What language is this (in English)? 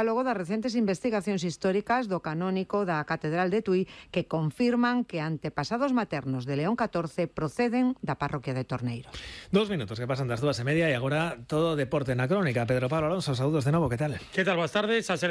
Galician